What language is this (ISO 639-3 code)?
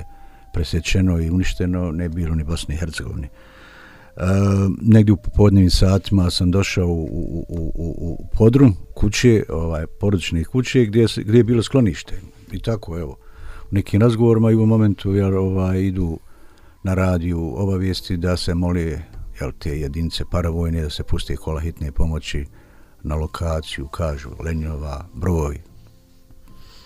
bos